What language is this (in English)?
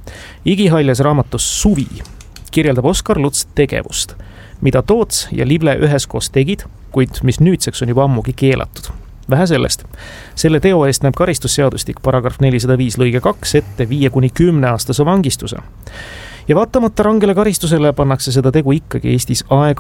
Estonian